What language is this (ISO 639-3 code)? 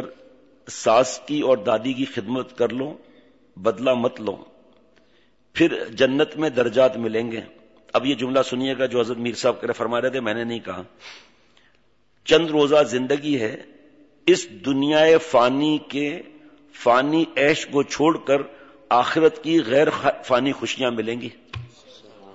urd